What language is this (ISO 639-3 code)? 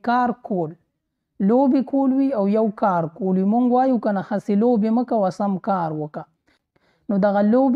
pus